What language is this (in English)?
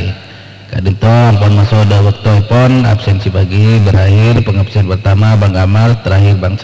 Madurese